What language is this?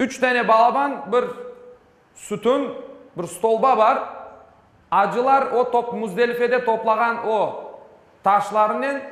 Crimean Tatar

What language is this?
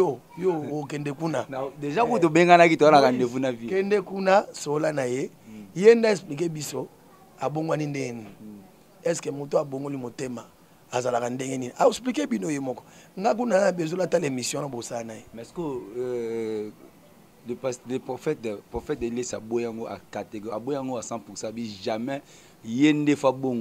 Lingala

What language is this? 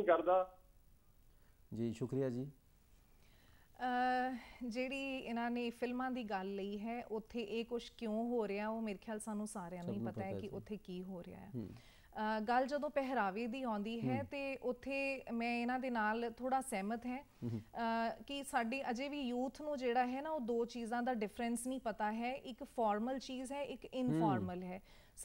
Punjabi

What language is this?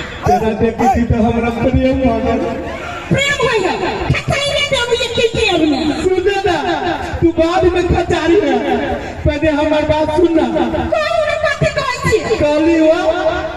Maithili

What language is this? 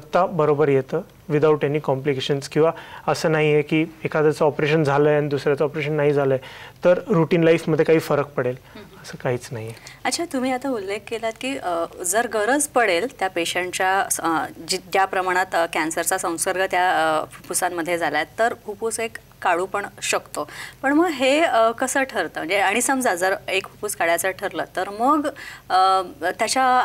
Marathi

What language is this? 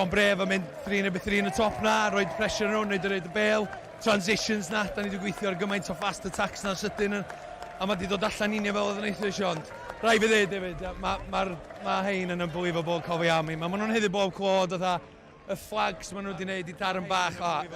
Welsh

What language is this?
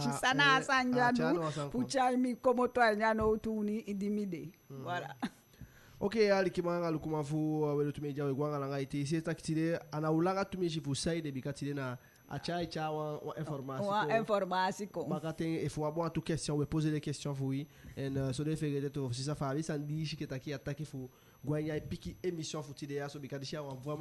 Eastern Maroon Creole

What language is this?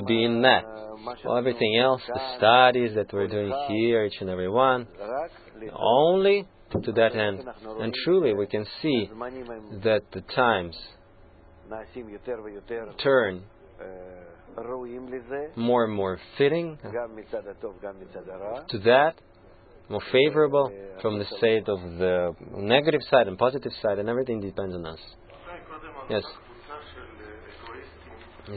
English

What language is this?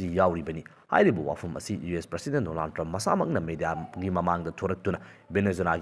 Manipuri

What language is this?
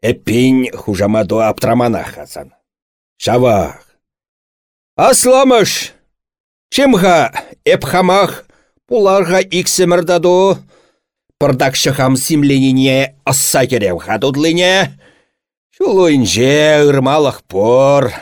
Chuvash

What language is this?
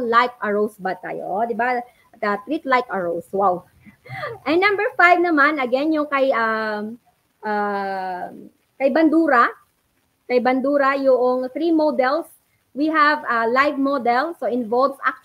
Filipino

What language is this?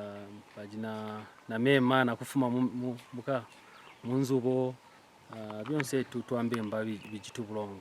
Kaonde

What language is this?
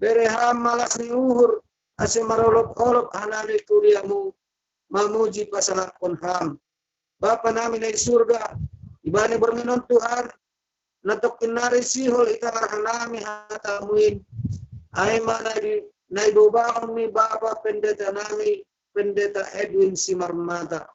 Batak Simalungun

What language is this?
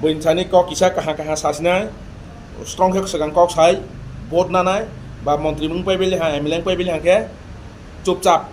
Kok Borok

